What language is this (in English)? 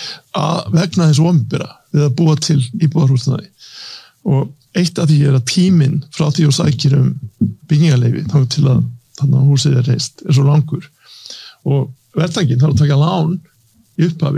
Icelandic